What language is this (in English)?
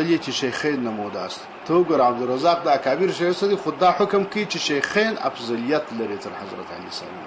Pashto